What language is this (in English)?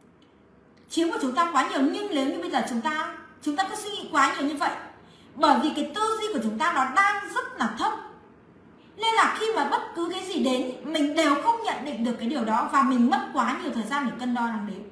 Vietnamese